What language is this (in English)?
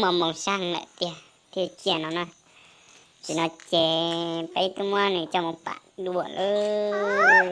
Hmong